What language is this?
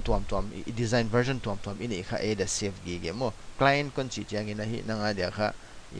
Paite Chin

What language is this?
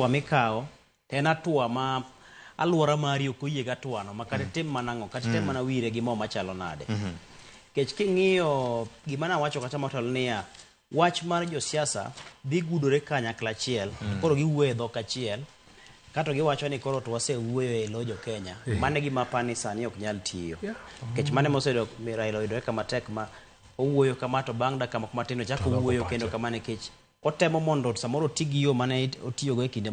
Luo (Kenya and Tanzania)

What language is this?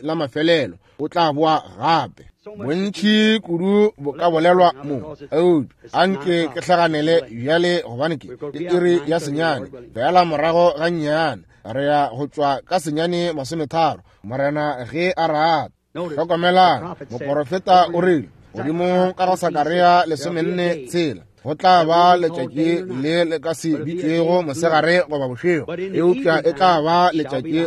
Northern Sotho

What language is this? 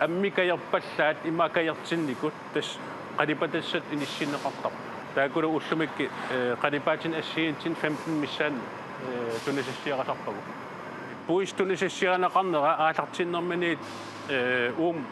Kalaallisut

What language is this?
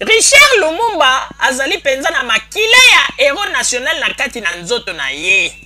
Lingala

